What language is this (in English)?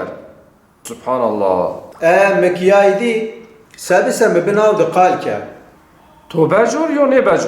Zaza